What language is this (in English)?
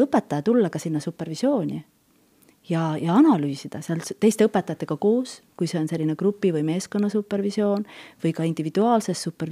Estonian